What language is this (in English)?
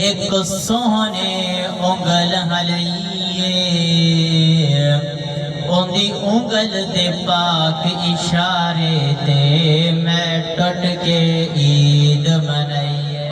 Saraiki